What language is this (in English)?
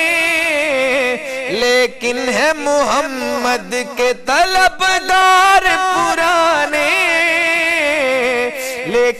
Urdu